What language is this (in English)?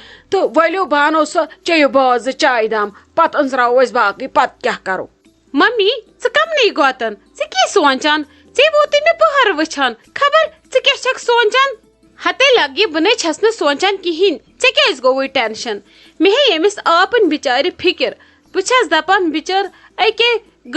Kashmiri